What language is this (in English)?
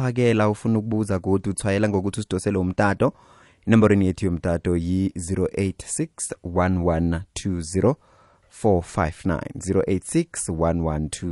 South Ndebele